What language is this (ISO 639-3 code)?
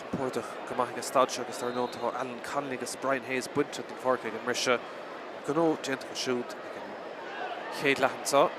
gle